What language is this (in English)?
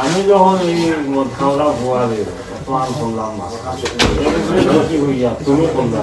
Sylheti